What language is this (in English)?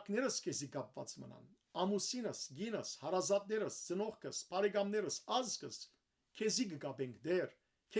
Western Armenian